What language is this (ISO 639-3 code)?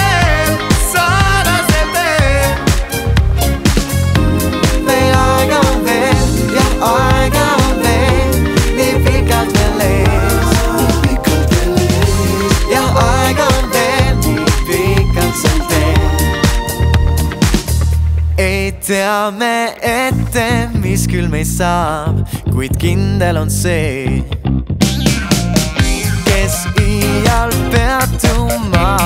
est